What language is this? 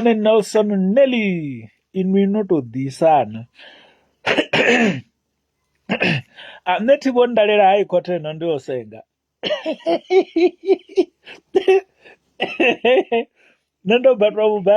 Venda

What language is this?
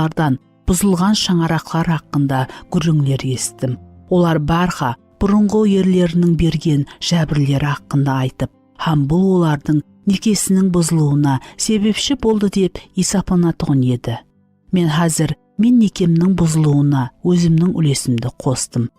Kara-Kalpak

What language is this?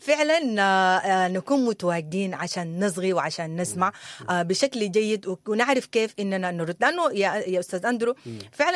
Sudanese Arabic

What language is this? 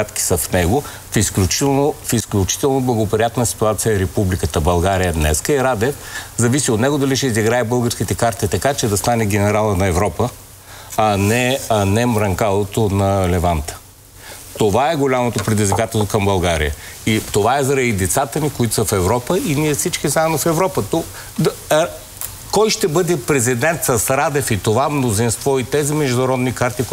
Bulgarian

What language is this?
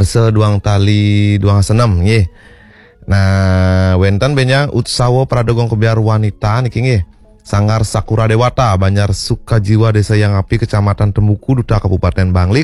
Balinese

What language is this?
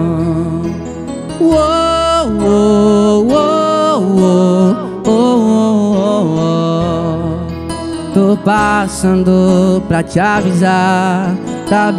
Portuguese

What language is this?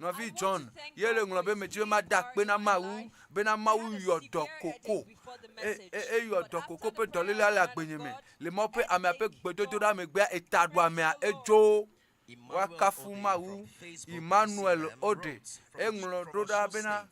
Ewe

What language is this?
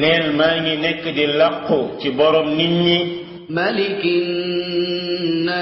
Wolof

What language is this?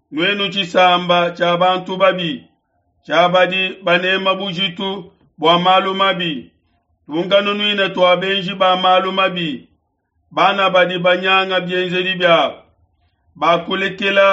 Luba-Lulua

